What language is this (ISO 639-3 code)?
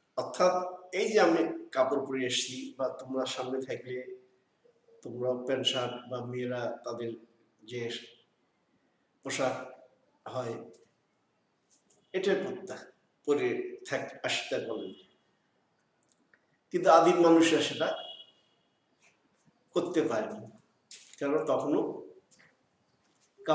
ben